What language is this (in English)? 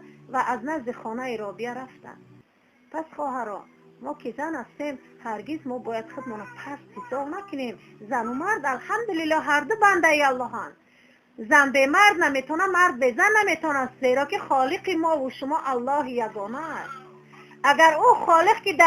Tajik